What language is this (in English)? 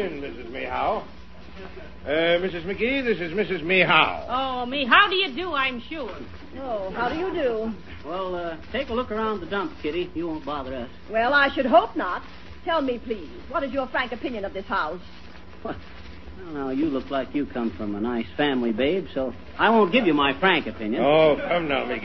English